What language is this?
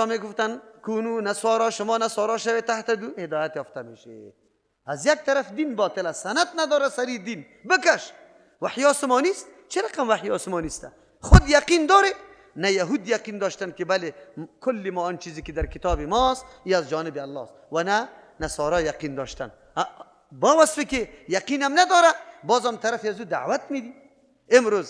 Persian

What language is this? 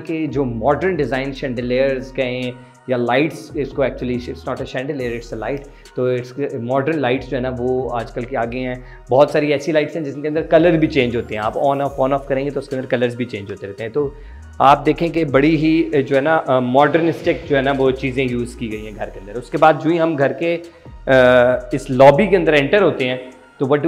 Hindi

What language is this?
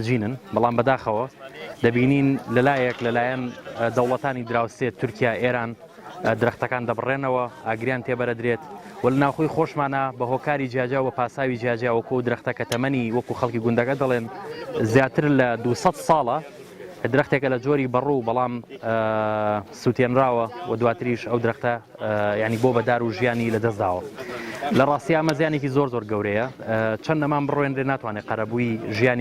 Central Kurdish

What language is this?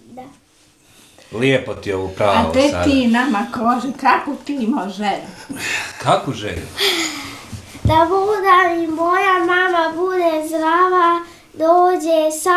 Bosnian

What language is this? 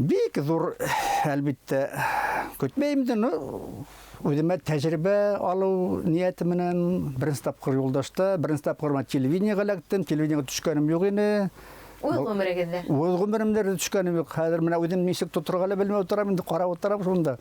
Bashkir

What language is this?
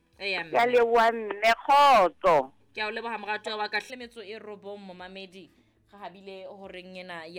Southern Sotho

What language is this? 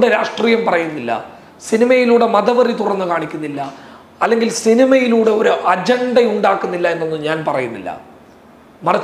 Malayalam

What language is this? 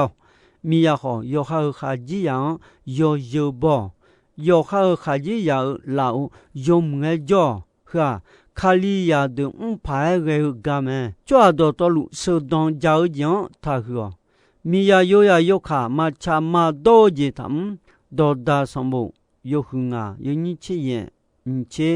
Akha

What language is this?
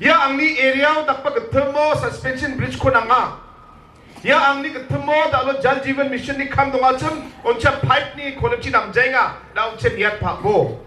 Garo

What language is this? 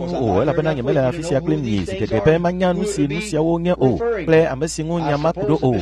Ewe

